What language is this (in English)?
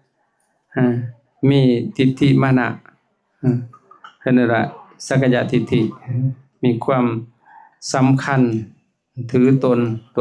Lao